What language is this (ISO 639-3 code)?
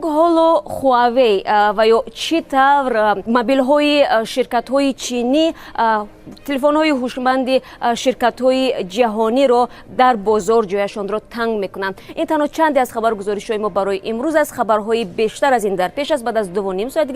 tgk